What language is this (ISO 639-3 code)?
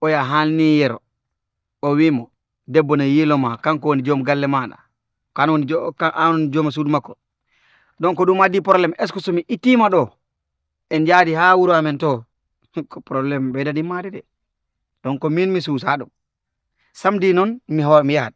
ful